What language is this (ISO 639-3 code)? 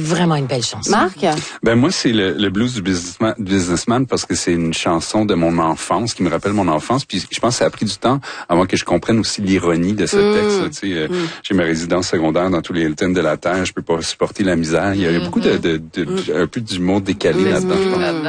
fra